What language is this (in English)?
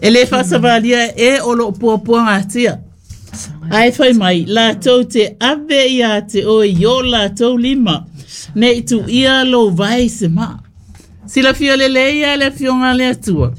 Samoan